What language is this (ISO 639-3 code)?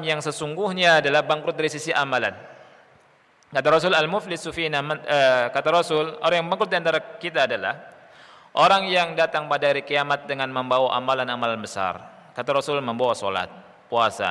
ind